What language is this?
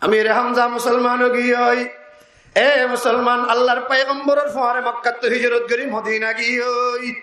Rohingya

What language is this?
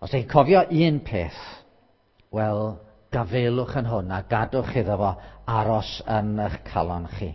Welsh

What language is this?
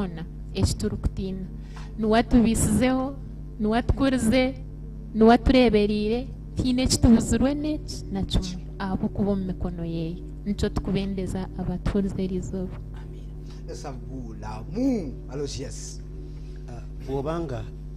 Nyankole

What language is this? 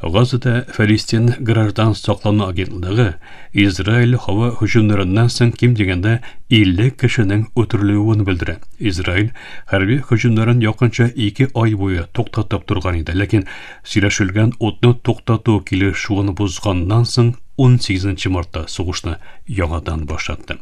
Tatar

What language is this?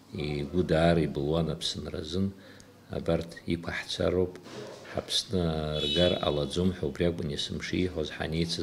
Abkhazian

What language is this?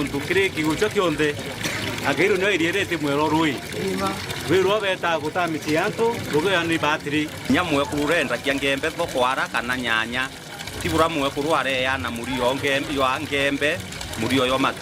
Meru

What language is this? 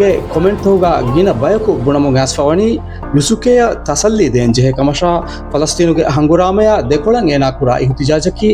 Divehi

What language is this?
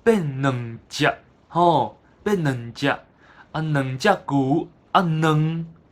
Min Nan Chinese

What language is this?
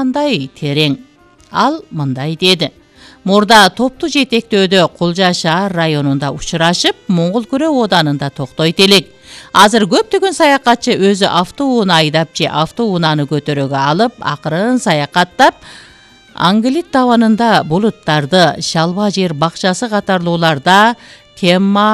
Kyrgyz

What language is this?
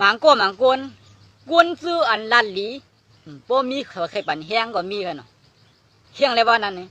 Shan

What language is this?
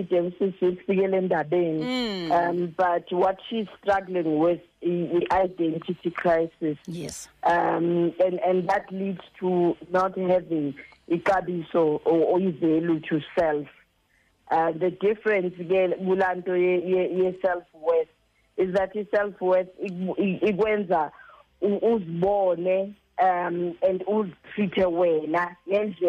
Xhosa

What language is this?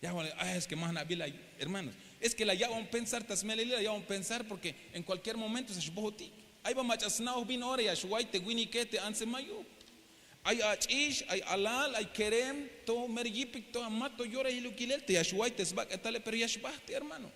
Tzeltal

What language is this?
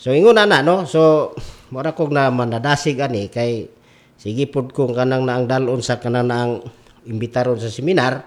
Cebuano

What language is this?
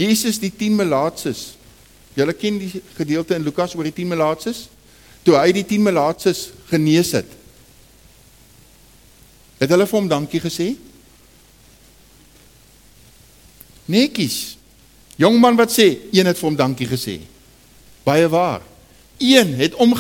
Afrikaans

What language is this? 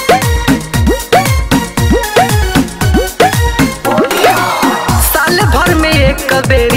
Bhojpuri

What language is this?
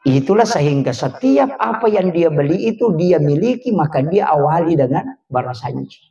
Buginese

